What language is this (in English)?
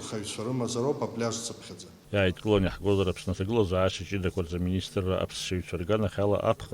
Abkhazian